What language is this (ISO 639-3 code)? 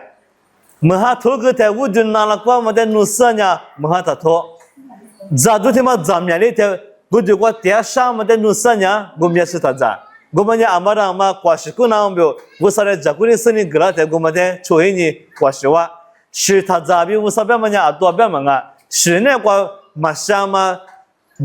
lis